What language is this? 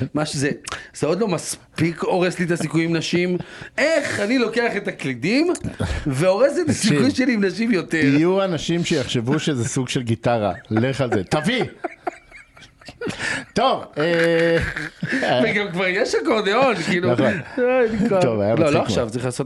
Hebrew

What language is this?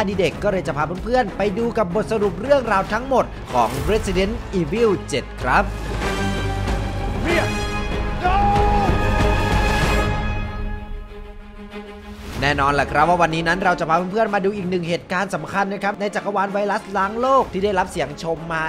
Thai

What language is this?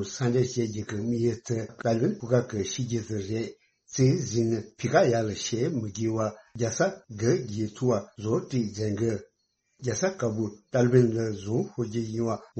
Tibetan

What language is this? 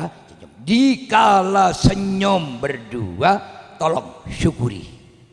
Madurese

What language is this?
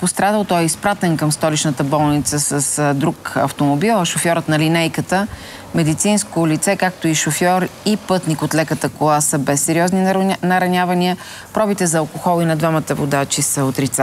Bulgarian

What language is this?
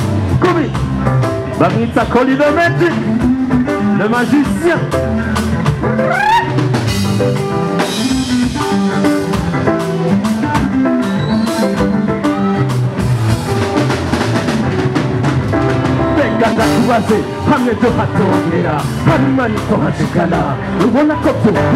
Rundi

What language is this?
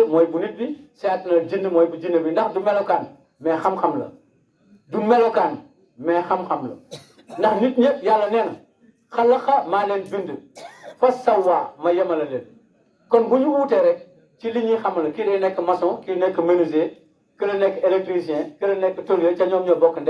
Wolof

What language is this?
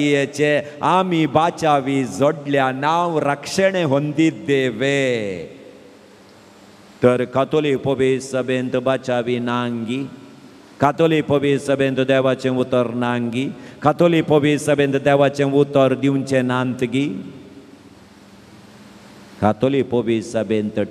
Konkani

